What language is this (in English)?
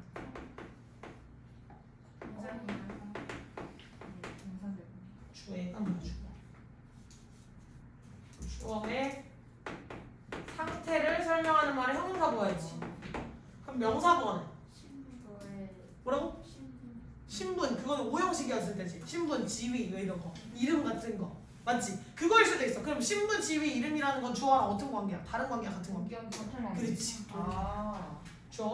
Korean